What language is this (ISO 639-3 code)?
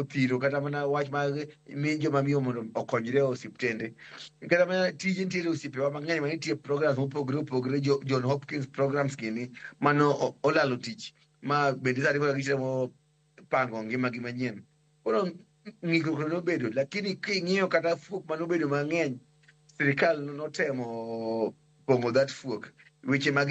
luo